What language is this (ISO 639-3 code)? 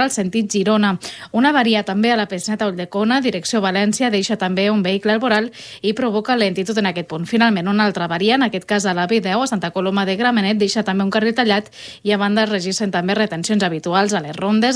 cat